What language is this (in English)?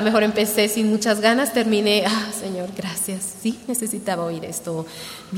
Spanish